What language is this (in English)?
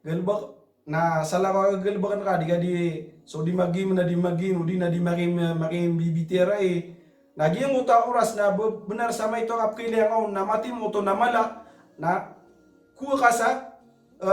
Maranao